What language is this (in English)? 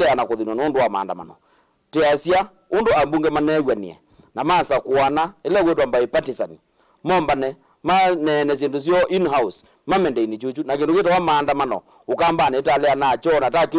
Kamba